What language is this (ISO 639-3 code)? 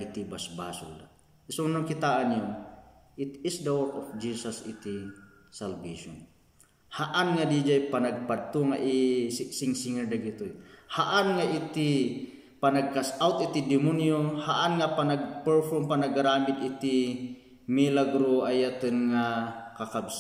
ilo